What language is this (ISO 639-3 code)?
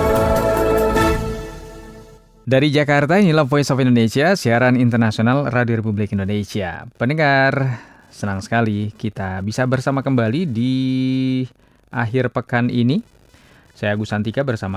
ind